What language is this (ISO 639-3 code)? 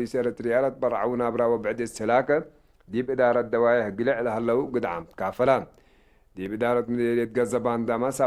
tig